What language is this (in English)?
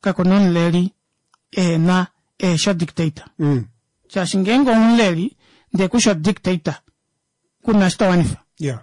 Kuanyama